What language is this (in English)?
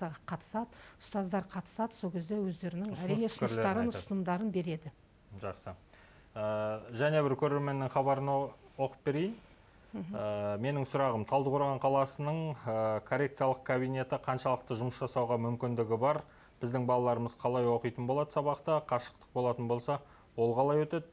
Kazakh